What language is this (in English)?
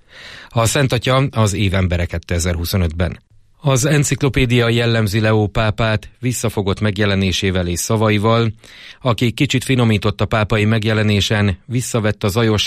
Hungarian